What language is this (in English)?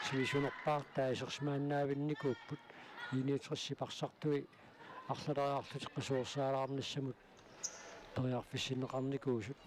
Kalaallisut